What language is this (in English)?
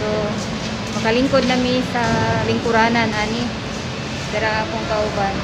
Cebuano